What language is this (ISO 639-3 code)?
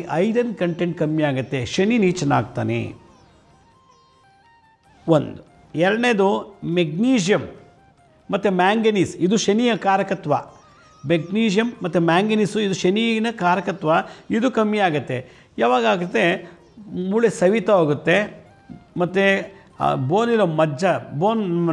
kan